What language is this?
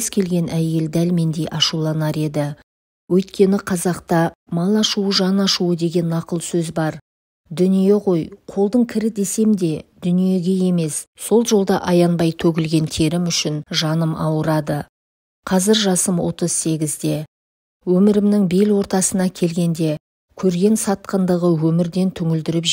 Kazakh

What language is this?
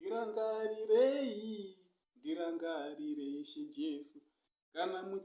Shona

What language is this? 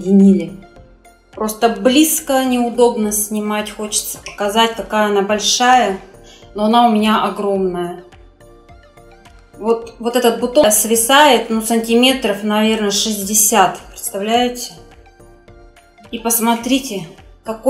Russian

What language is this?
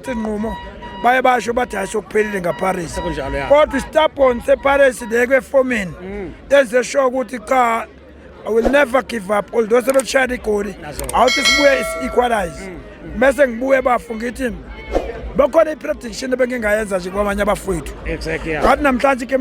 Zulu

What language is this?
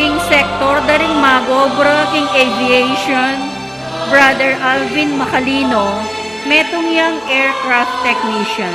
Pampanga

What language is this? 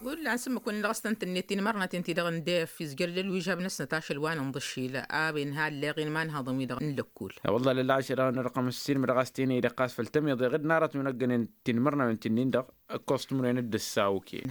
Tamasheq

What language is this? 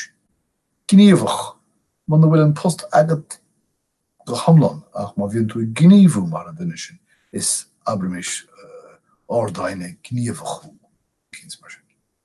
Irish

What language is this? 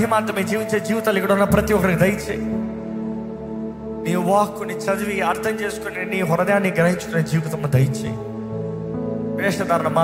Telugu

